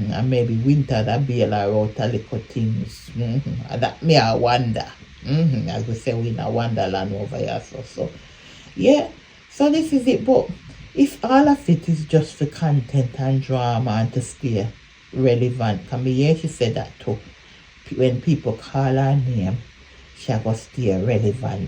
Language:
Jamaican Creole English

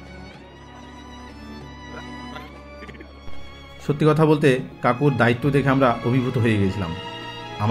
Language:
Bangla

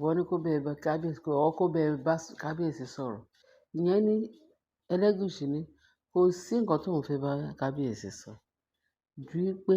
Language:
Yoruba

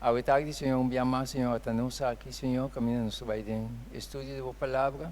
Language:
Papiamento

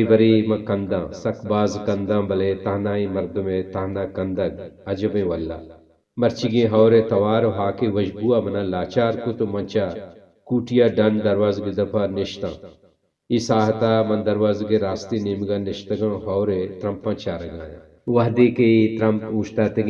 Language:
Baluchi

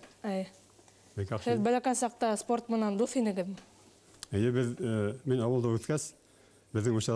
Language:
Bashkir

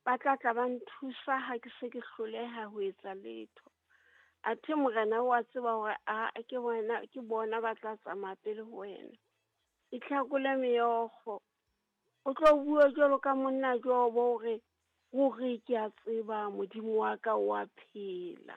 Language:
Southern Sotho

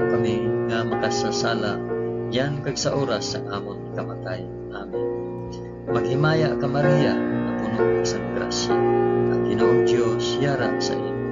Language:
Hiligaynon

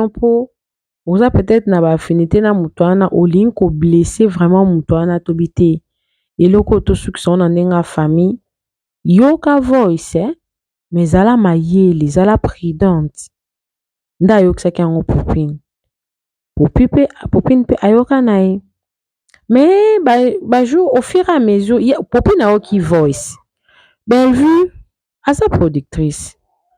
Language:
Lingala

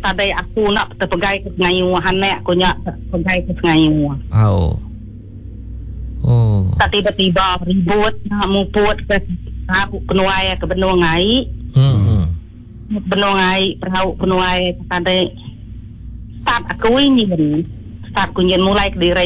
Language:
Iban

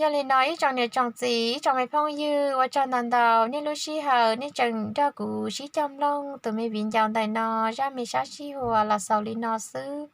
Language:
Hmong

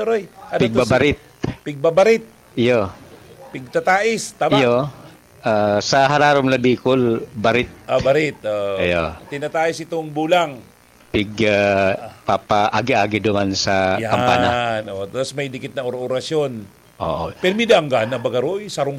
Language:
Bikol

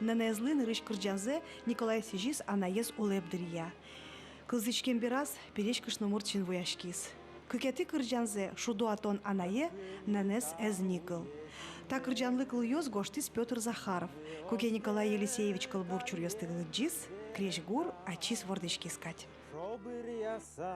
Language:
Udmurt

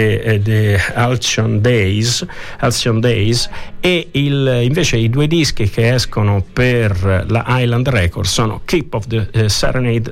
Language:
Italian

